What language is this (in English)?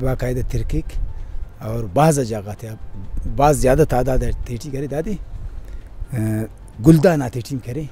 Brahui